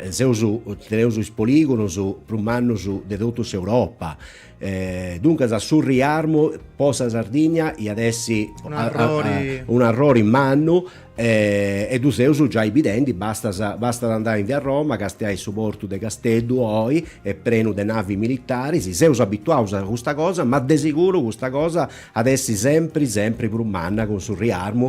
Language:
Sardinian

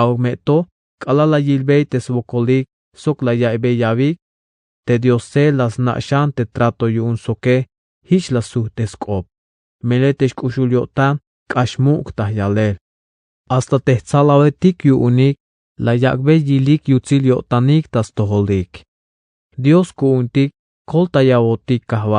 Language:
Tzeltal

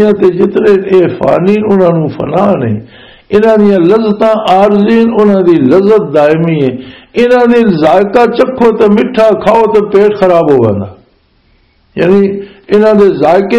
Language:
Western Panjabi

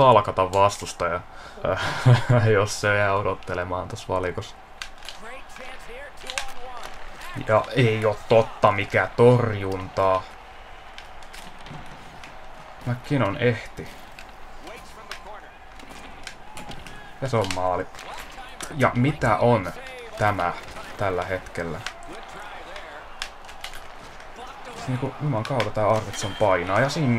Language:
Finnish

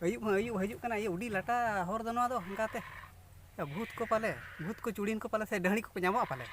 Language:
Santali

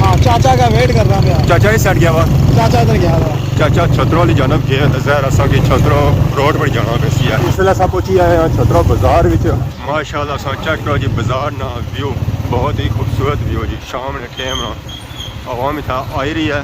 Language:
Pahari-Potwari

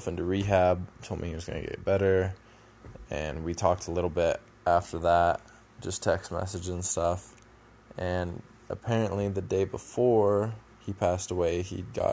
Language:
English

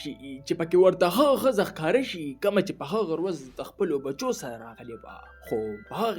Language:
Pashto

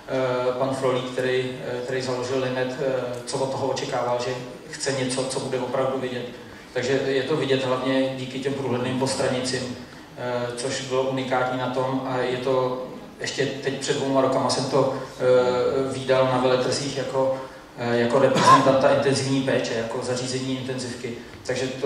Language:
Czech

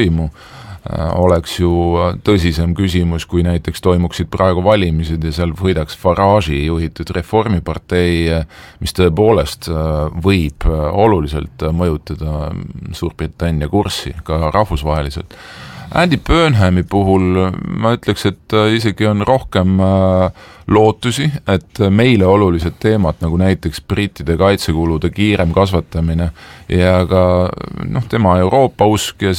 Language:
Estonian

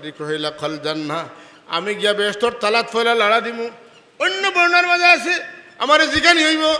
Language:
Sylheti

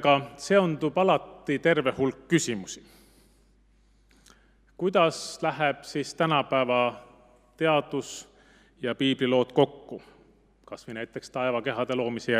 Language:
Estonian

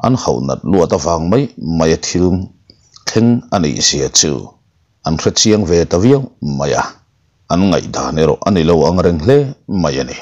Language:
Mizo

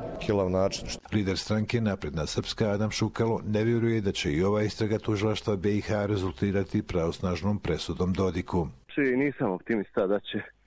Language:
Croatian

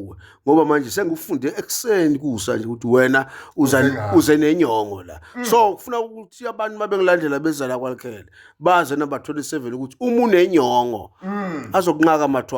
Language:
Zulu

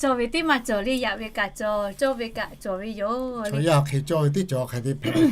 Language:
Lahu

